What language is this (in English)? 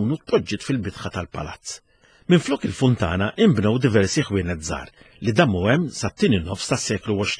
Maltese